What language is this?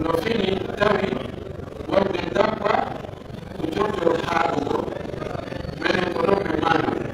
Pular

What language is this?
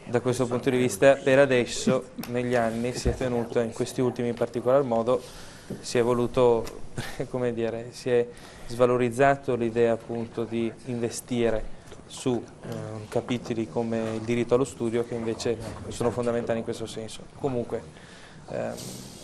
Italian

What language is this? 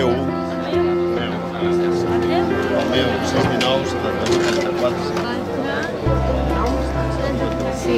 Catalan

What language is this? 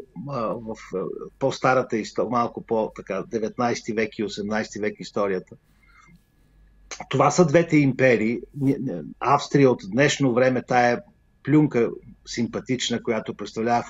Bulgarian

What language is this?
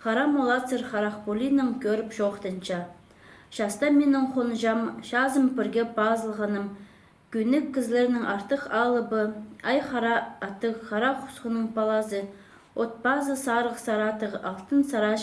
Khakas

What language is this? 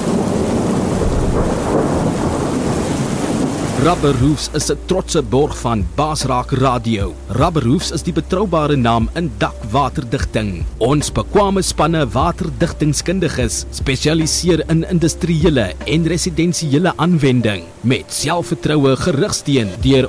Afrikaans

